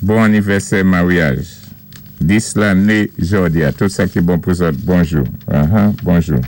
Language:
Saint Lucian Creole French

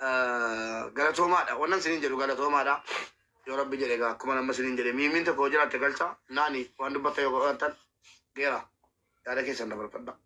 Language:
Oromo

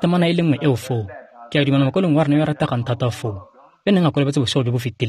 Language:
Tswana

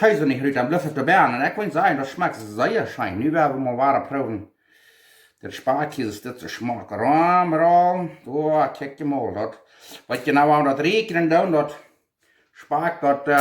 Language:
Plautdietsch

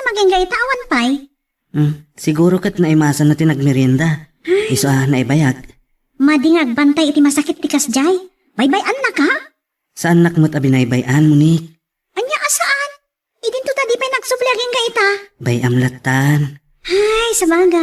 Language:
Iloko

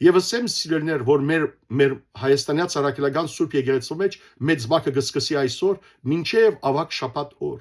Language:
Western Armenian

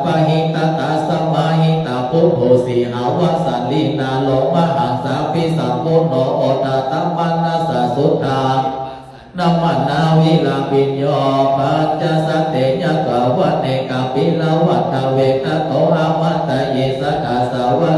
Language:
Pali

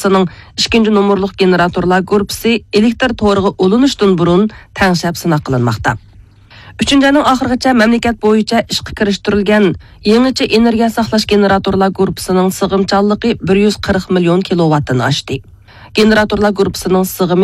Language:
Uyghur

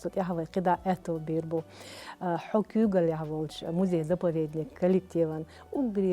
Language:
Chechen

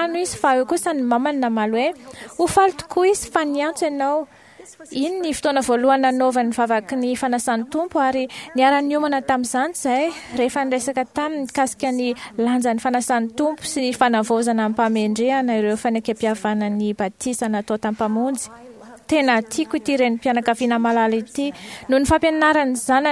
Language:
Malagasy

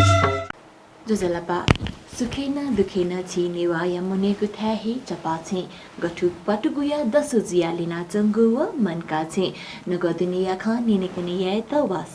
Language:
Newari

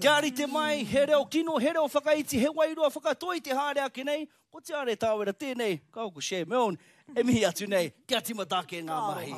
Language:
Māori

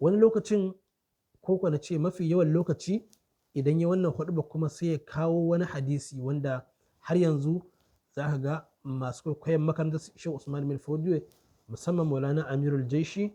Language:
Hausa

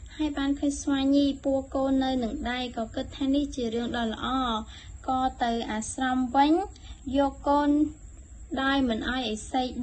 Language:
Khmer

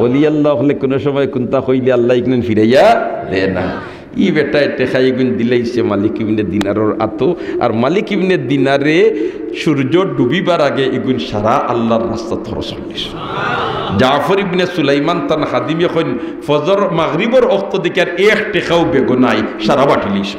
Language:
Sylheti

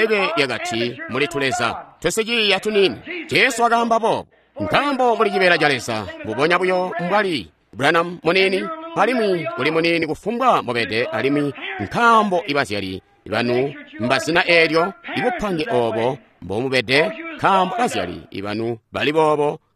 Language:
Tonga (Zambia)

